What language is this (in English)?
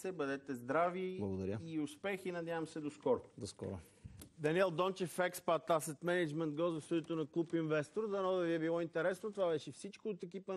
Bulgarian